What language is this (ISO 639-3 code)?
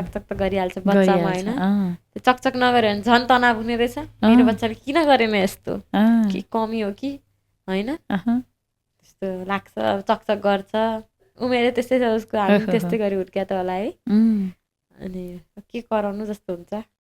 nep